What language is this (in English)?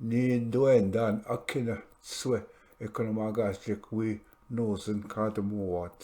Ojibwa